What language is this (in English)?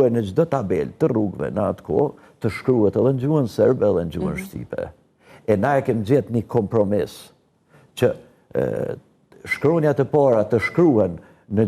Albanian